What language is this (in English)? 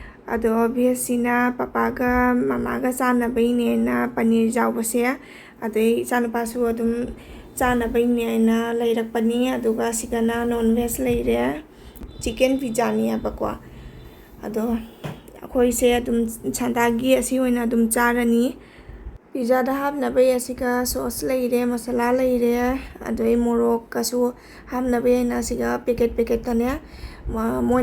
Manipuri